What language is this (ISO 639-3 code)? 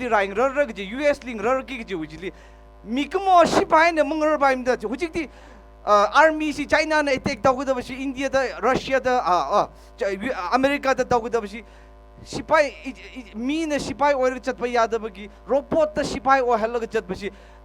nmf